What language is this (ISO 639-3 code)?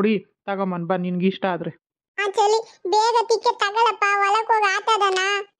kan